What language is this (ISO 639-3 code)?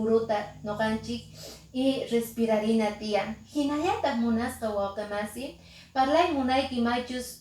que